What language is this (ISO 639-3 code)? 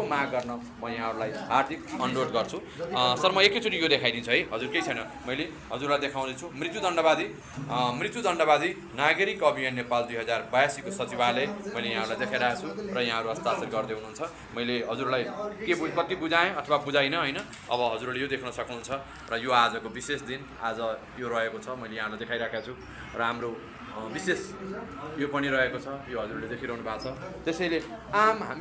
nep